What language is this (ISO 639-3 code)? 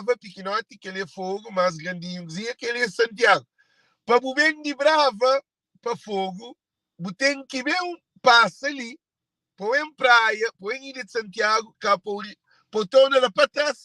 kea